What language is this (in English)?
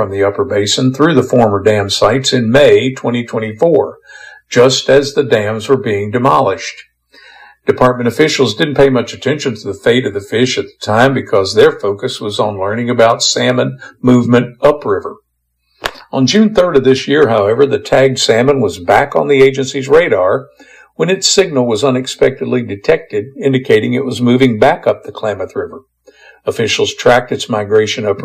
English